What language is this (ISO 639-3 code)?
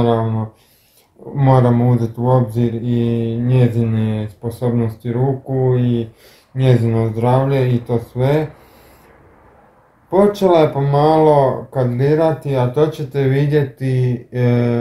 hrv